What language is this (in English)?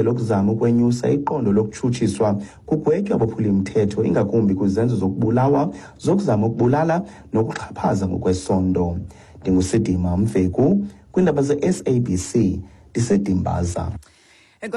Xhosa